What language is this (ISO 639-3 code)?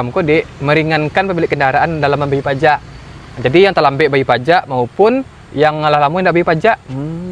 min